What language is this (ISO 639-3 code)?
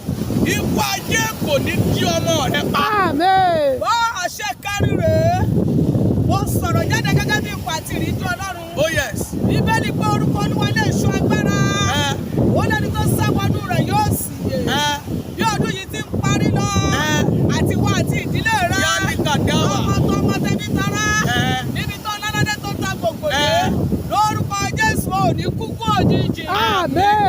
yor